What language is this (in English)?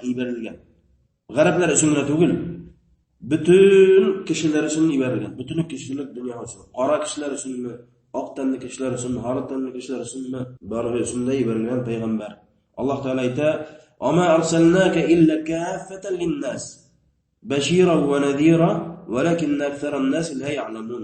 Bashkir